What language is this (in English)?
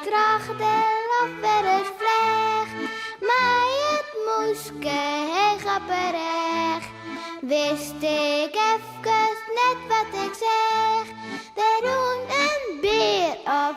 Western Frisian